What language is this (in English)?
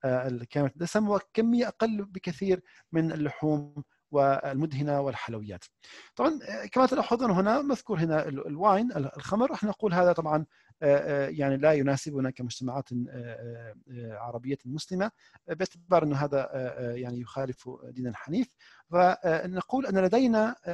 Arabic